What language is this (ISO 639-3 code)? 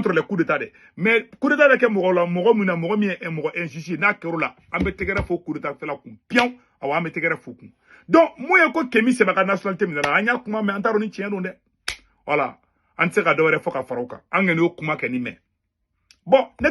bam